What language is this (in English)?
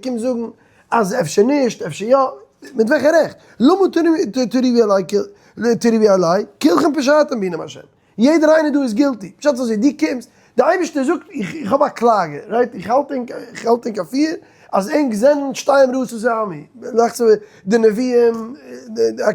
Yiddish